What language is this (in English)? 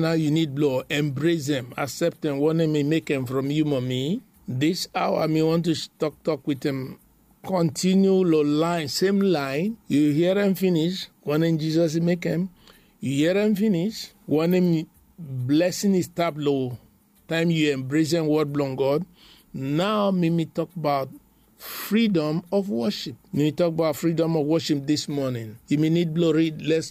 Bislama